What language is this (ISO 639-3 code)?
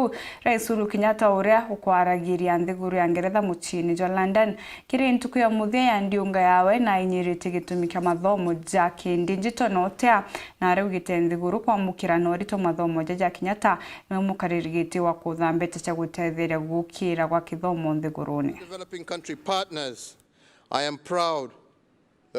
mer